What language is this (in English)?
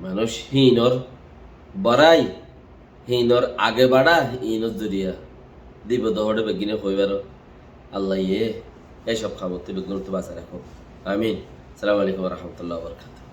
Rohingya